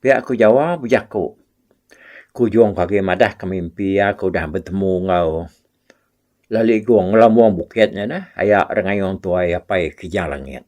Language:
Iban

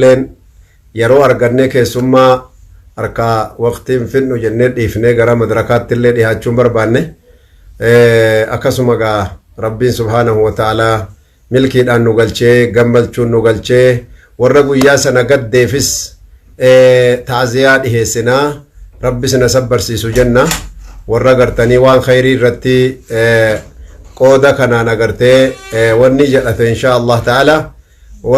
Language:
Oromo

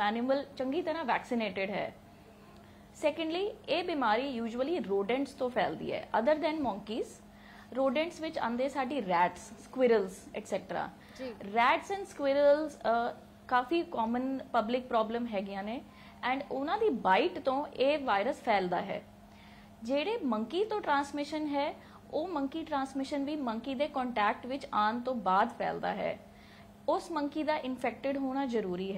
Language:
Punjabi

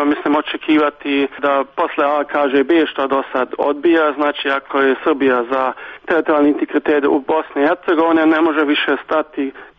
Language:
Serbian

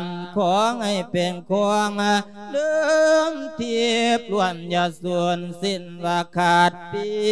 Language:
Lao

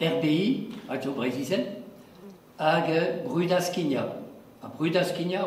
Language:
Breton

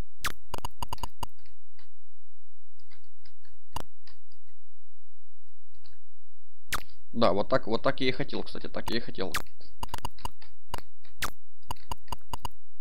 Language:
Russian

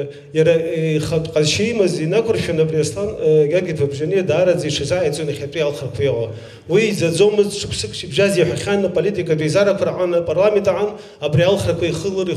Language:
Abkhazian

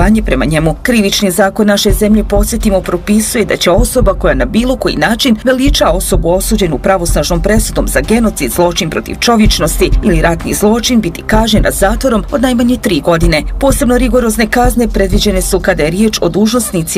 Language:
Bosnian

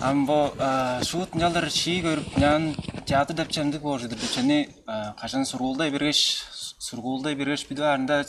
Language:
Tuvinian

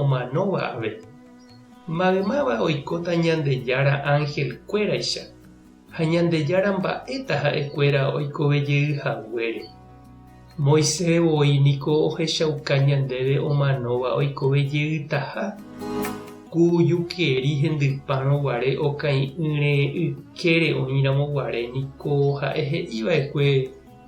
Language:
Guarani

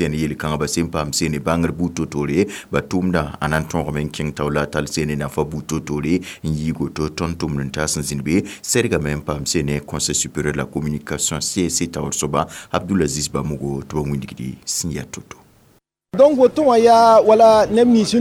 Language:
Mossi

